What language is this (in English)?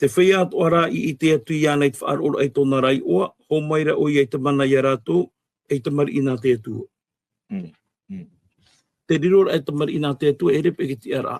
Tahitian